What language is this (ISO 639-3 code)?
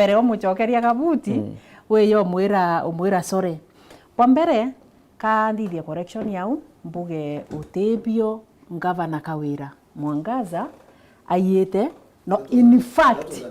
mer